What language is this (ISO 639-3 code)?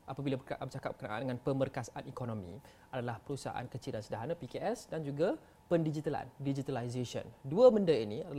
msa